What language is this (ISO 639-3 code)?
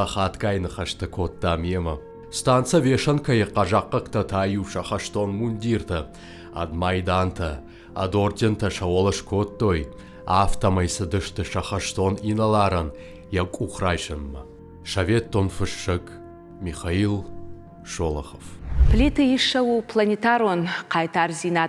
oss